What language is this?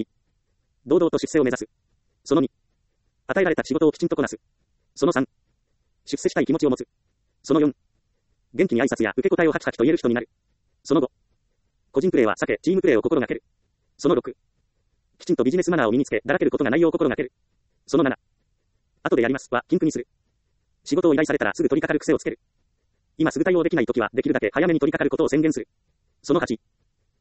Japanese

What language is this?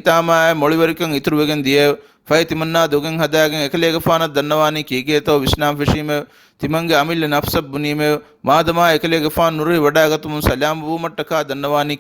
Divehi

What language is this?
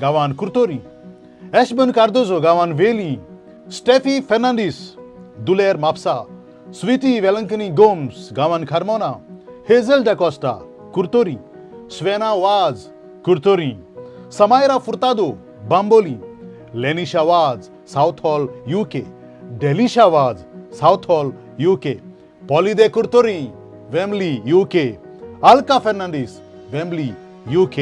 Konkani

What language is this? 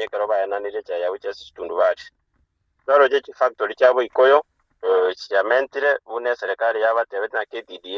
Gusii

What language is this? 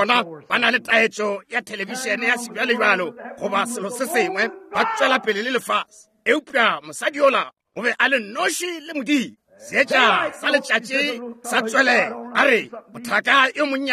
Northern Sotho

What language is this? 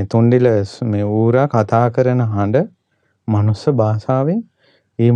Sinhala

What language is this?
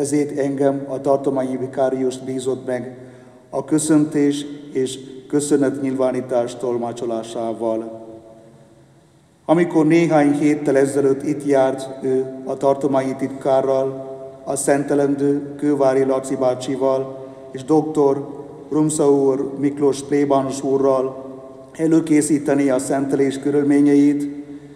Hungarian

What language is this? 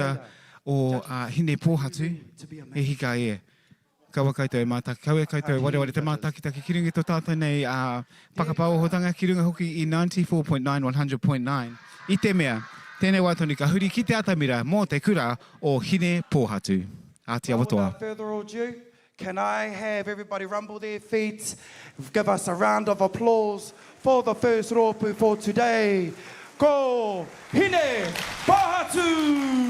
Māori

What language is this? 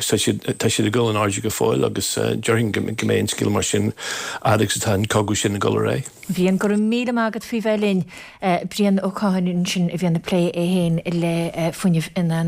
Irish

